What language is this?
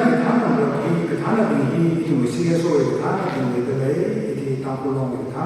Tangkhul Naga (India)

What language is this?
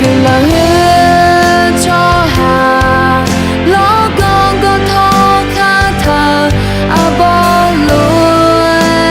Akha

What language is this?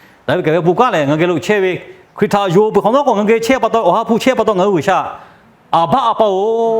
Lahu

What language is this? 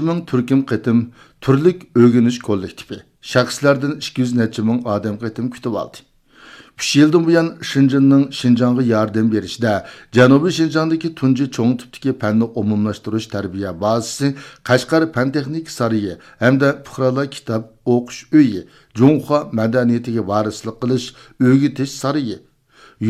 Uyghur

